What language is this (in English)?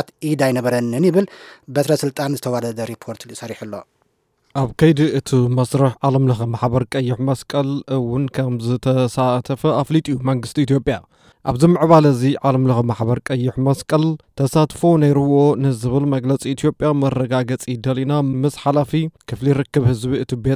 Tigrinya